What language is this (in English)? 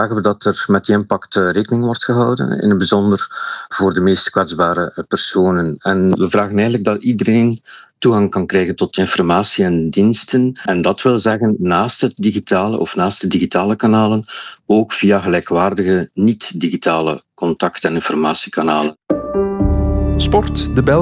Dutch